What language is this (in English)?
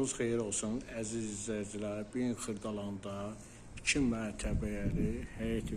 Azerbaijani